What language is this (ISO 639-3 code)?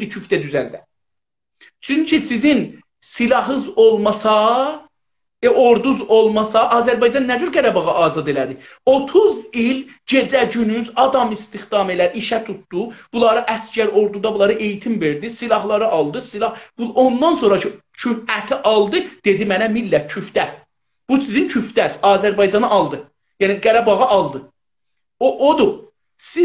azb